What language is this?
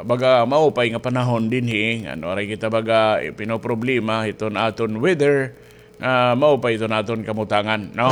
Waray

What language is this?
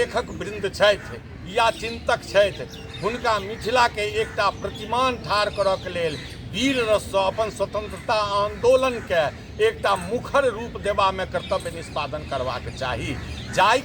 Maithili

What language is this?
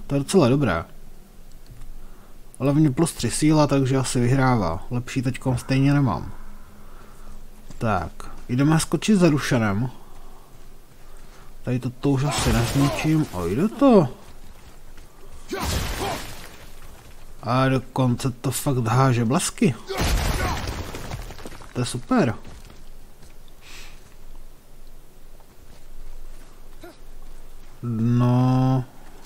Czech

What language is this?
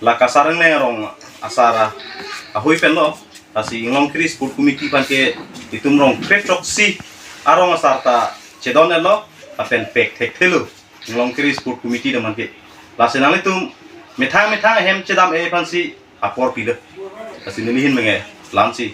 Karbi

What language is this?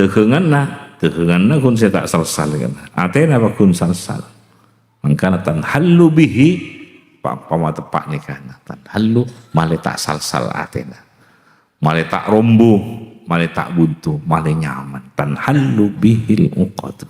Madurese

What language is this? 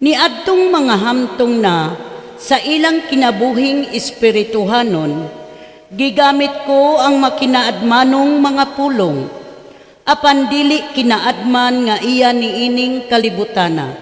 Cebuano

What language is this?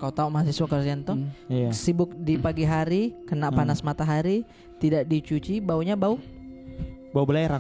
Makassar Malay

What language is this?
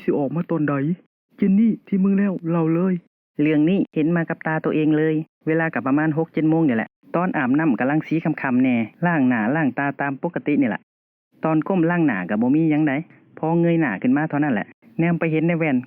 Northeastern Thai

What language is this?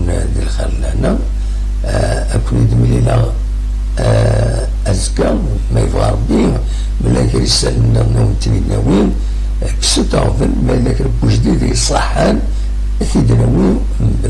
Kabyle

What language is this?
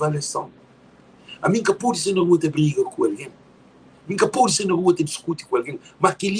Kabuverdianu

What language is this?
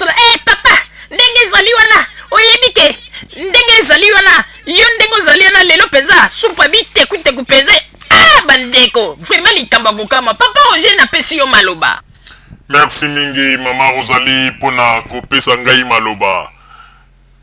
Lingala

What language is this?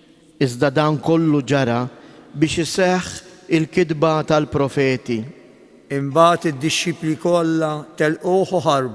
Maltese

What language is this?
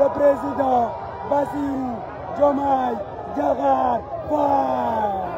Wolof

